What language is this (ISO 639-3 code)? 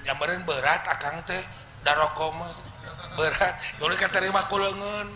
sun